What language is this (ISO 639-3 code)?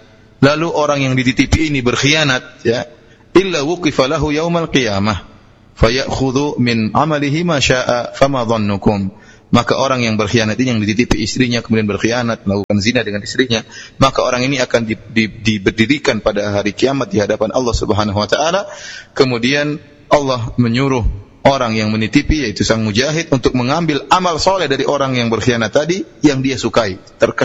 ind